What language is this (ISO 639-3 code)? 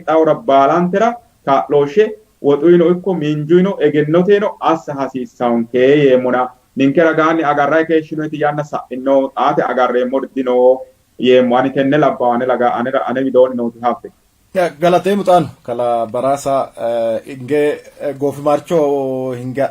sid